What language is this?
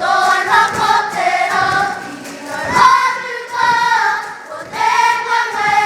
Māori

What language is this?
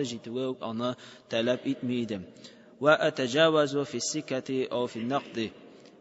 Tatar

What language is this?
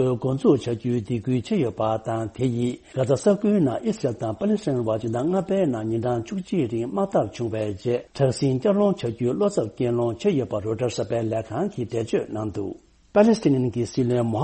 Tibetan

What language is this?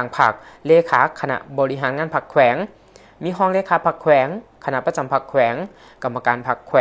Lao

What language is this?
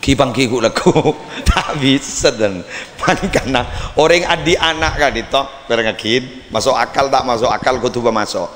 Madurese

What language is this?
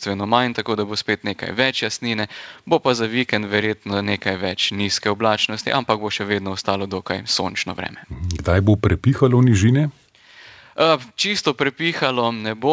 Slovenian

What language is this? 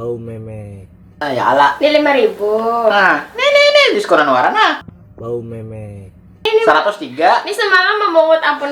Banjar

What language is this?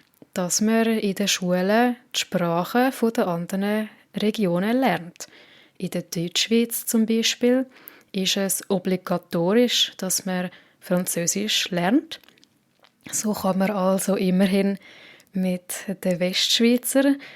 Swiss German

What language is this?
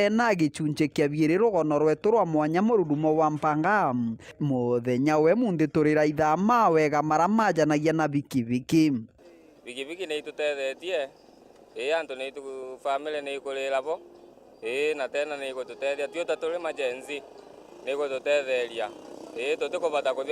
Meru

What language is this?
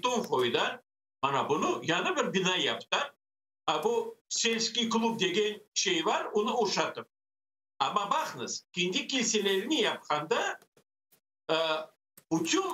Crimean Tatar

